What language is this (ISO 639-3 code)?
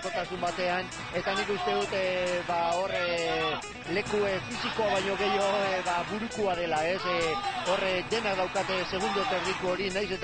eus